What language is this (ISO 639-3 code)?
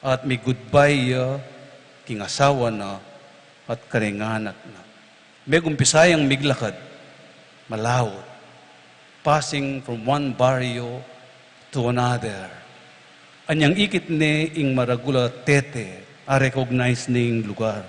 pam